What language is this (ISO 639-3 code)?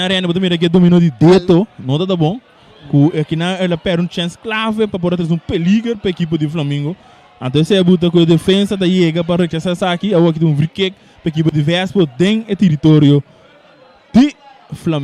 pap